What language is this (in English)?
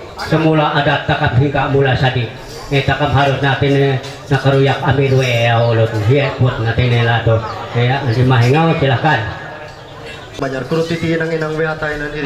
Ma'anyan